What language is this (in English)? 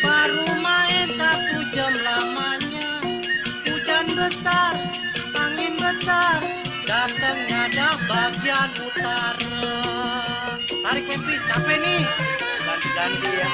Betawi